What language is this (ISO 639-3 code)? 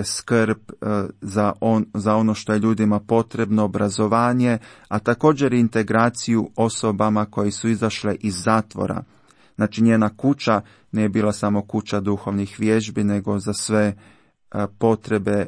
hrv